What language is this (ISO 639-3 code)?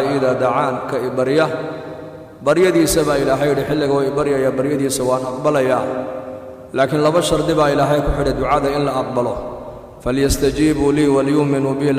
som